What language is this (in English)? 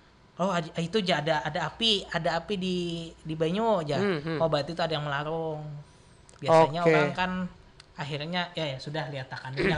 Banjar